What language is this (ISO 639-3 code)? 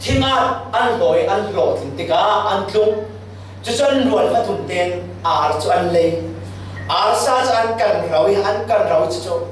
cfm